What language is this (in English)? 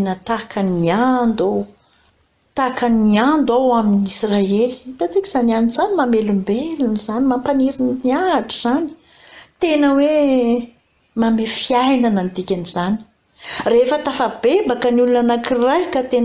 Malagasy